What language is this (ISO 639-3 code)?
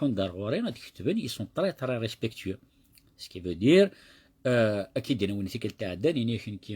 kab